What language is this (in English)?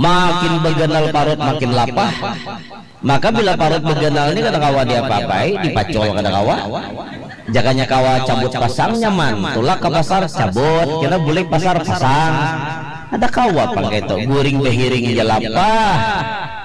Banjar